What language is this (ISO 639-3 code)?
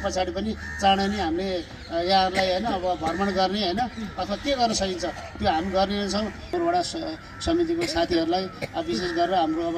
nep